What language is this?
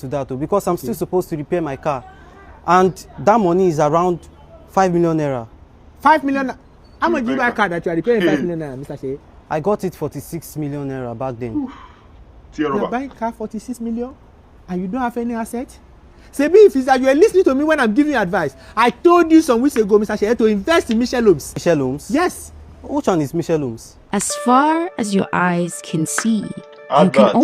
Nigerian Pidgin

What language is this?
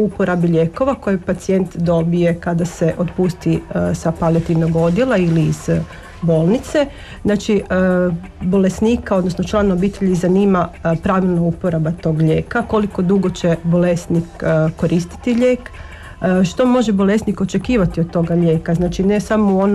Croatian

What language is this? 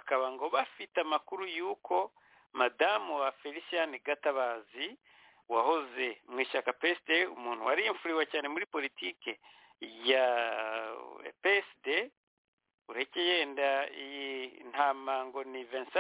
Kinyarwanda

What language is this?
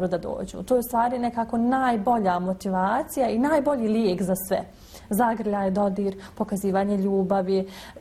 Bosnian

